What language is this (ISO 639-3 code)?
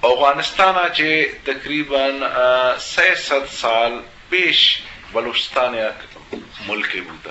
bgp